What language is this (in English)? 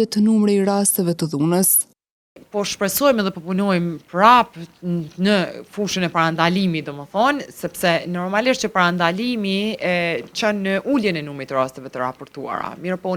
Albanian